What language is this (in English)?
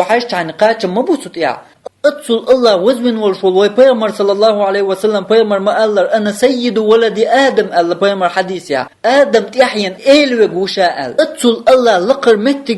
Chechen